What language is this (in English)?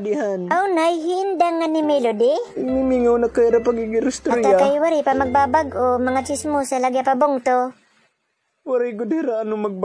Waray